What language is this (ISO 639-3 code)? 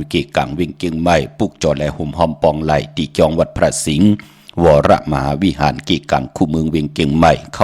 shn